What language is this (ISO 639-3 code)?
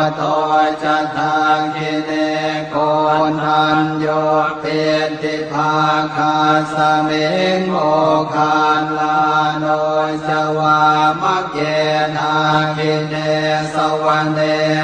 pli